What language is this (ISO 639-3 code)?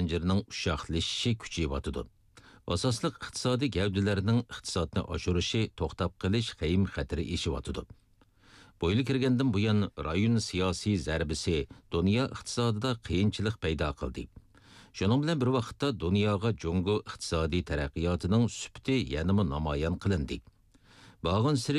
uig